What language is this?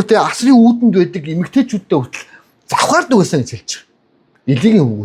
Mongolian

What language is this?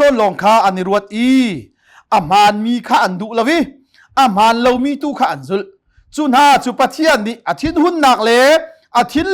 Hakha Chin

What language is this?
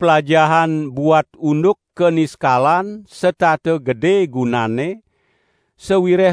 Balinese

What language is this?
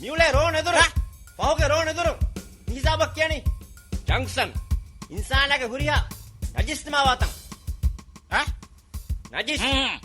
Divehi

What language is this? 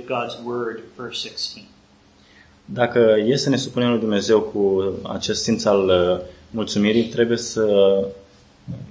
Romanian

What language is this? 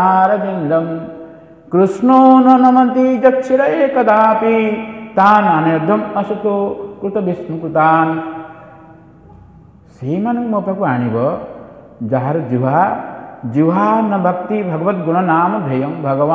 Odia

